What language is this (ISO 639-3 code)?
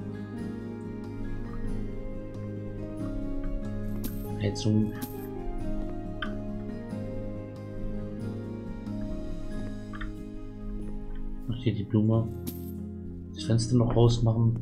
deu